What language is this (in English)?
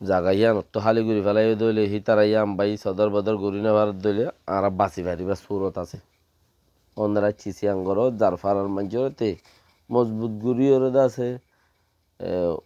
Rohingya